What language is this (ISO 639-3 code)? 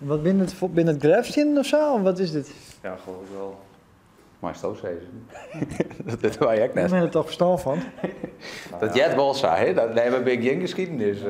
fry